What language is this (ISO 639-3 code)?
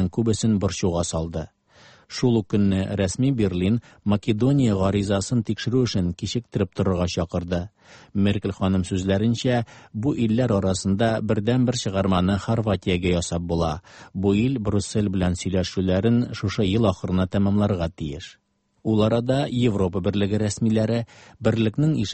tat